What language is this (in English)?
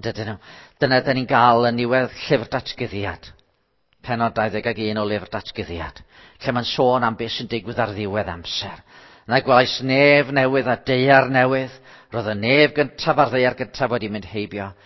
Welsh